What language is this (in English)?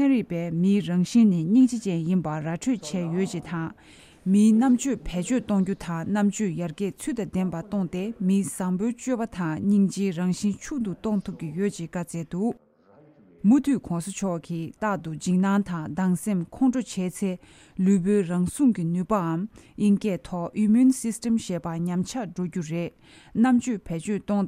Tibetan